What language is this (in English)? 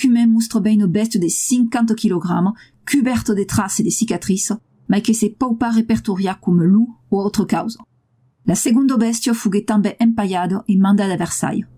Occitan